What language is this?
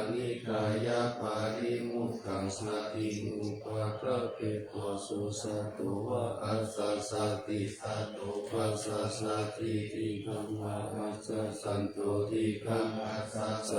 Pali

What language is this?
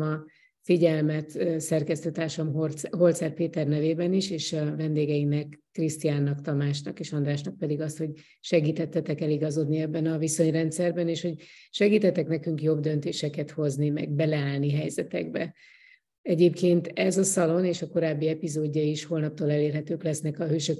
Hungarian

